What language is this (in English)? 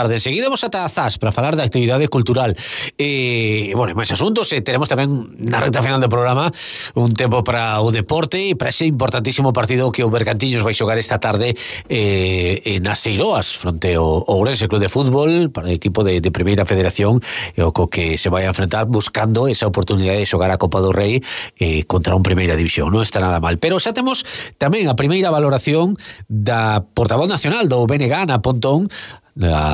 Galician